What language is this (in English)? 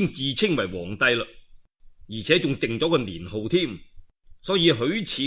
Cantonese